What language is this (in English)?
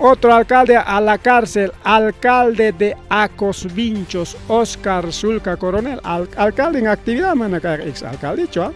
Ayacucho Quechua